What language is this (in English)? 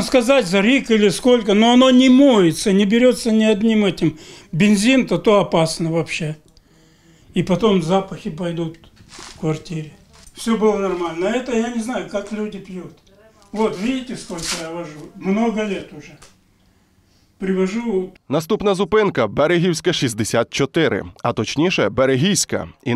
Ukrainian